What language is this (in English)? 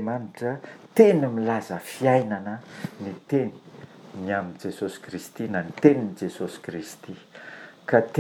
Malagasy